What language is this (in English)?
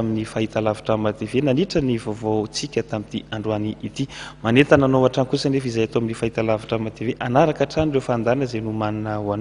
Malagasy